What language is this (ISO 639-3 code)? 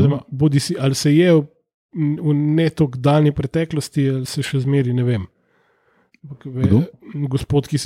slv